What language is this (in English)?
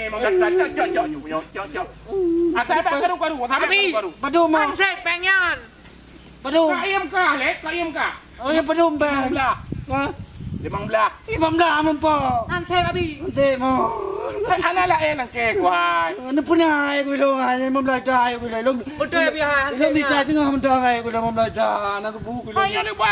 Achinese